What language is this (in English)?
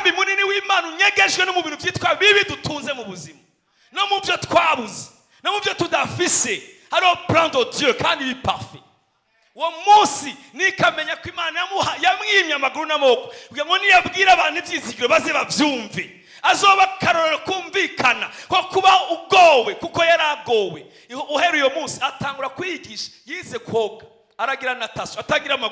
Rundi